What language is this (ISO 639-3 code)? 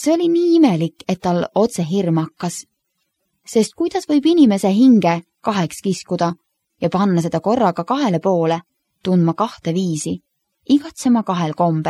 est